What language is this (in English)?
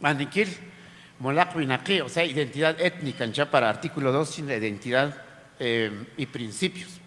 Kaqchikel